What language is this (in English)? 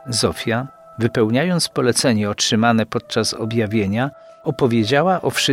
Polish